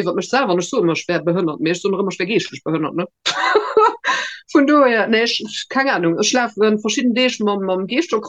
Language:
Luxembourgish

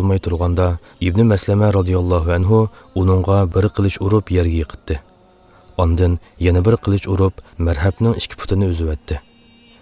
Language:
Uyghur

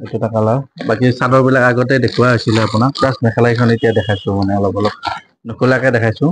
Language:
Assamese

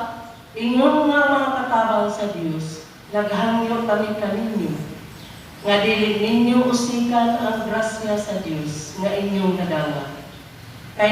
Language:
Cebuano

